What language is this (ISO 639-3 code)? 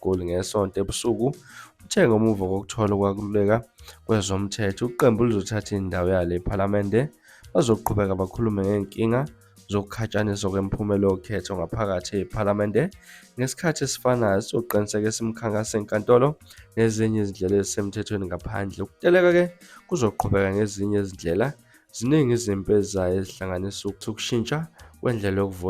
zul